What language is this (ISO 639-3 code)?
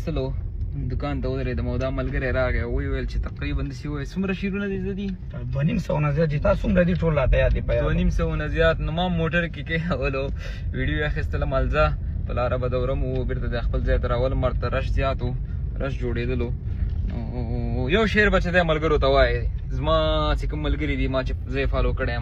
pus